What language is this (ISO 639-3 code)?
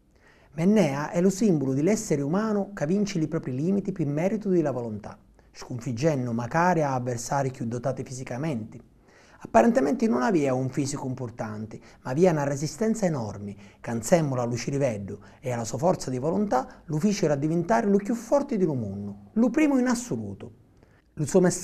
scn